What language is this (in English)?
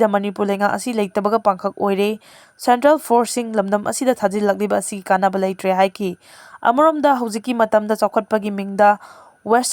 Manipuri